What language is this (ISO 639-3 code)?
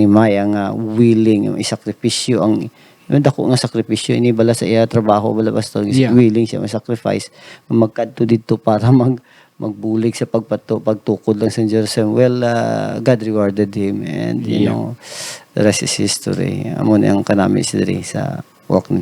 hil